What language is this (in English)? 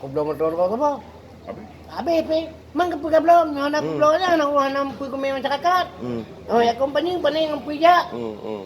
Achinese